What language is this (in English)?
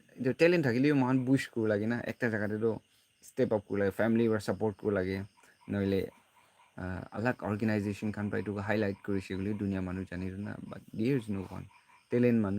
Naga Pidgin